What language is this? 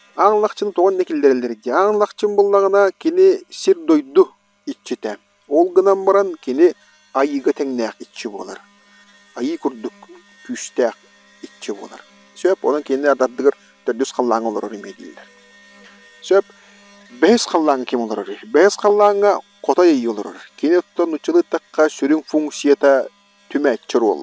Yakut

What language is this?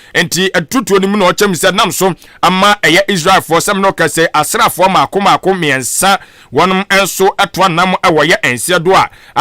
Akan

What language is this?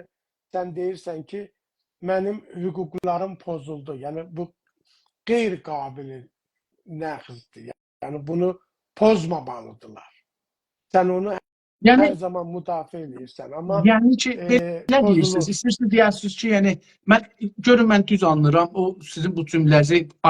South Azerbaijani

